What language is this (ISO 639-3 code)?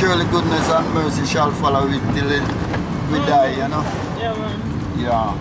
jam